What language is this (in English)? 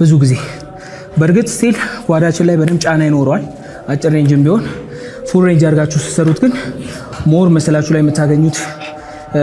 Amharic